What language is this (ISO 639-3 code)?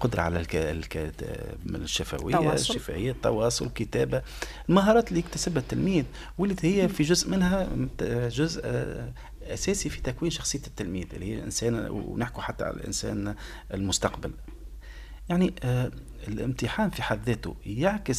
aeb